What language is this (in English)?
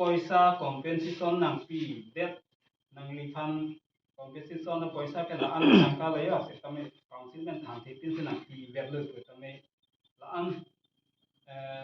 Karbi